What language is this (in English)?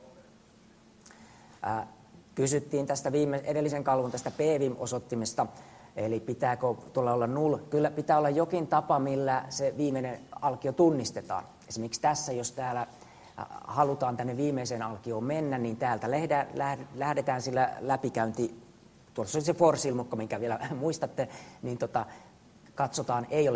Finnish